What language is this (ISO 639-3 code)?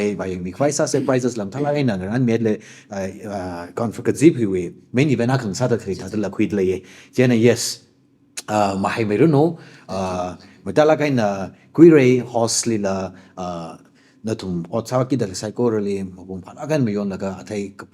nmf